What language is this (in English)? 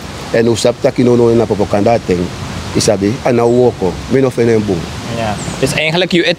Sranan Tongo